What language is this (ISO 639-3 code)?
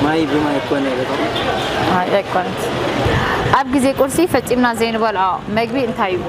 tir